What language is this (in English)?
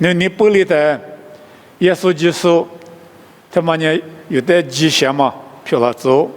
Lisu